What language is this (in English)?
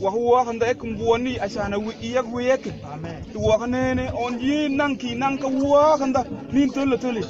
Mabaan